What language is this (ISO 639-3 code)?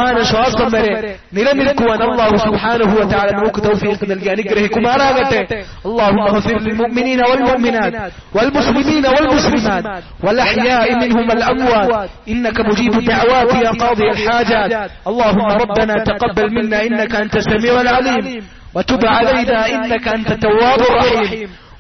mal